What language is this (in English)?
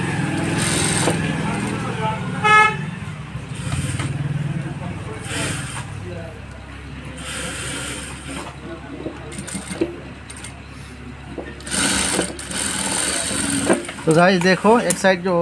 Hindi